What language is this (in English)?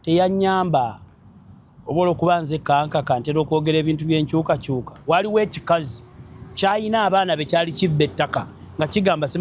Ganda